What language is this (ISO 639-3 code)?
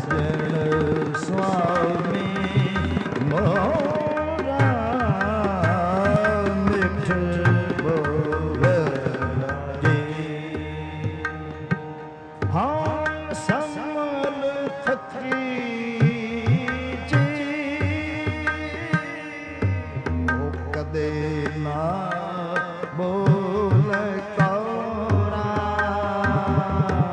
pan